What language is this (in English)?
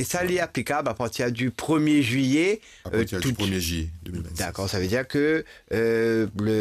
Morisyen